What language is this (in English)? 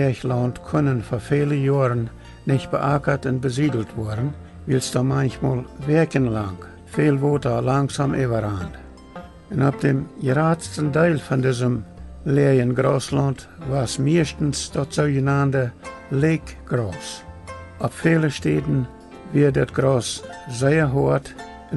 Plautdietsch